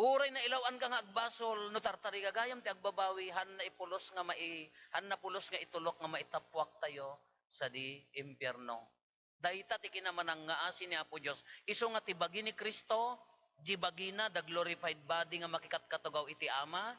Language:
Iloko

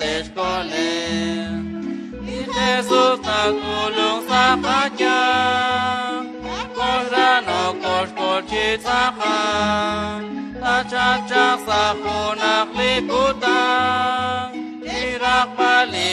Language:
Kekchí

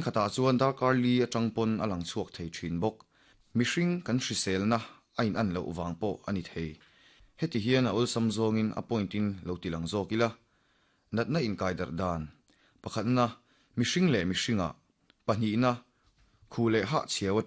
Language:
Mizo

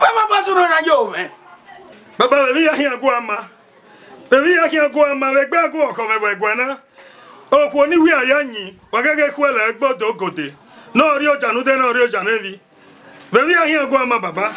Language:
Bini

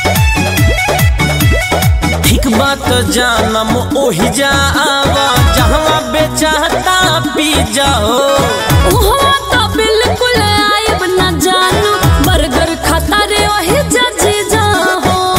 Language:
Bhojpuri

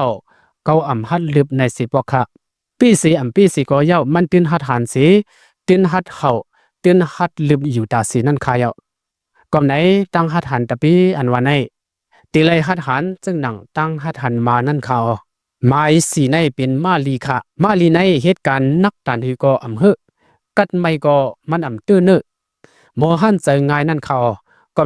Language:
Shan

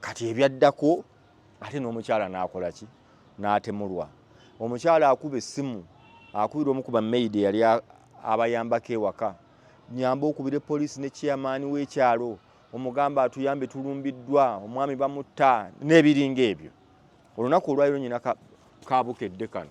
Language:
Ganda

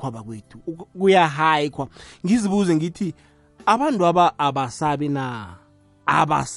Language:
South Ndebele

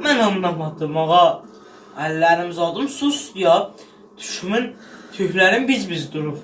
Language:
South Azerbaijani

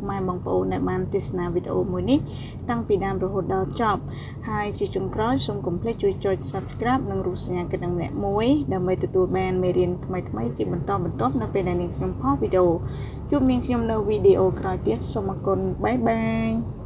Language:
Khmer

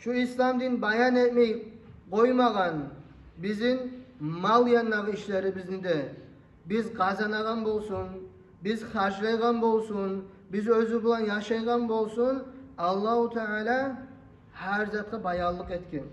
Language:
Kumyk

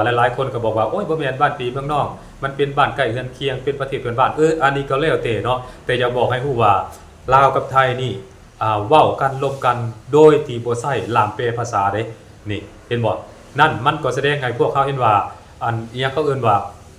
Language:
Lao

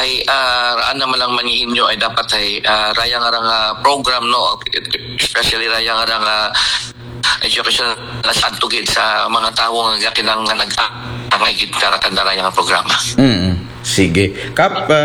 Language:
Aklanon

